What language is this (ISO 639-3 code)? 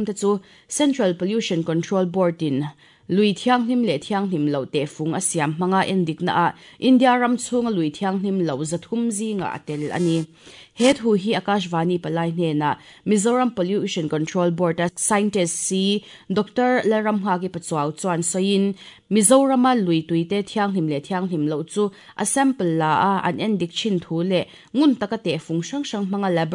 lus